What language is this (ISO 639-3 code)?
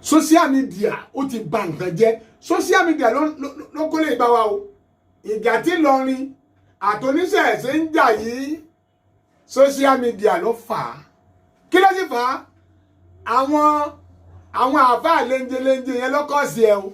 yor